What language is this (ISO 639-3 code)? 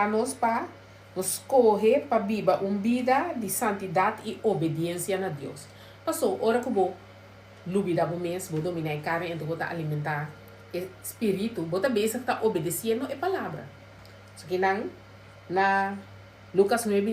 pap